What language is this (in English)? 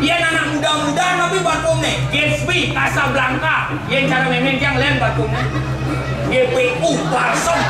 Balinese